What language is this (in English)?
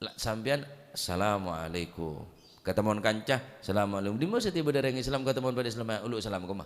Madurese